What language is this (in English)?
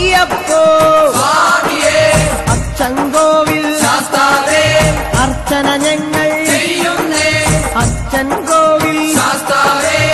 Malayalam